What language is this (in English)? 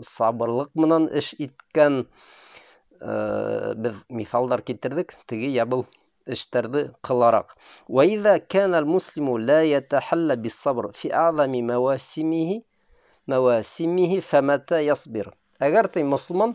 Bashkir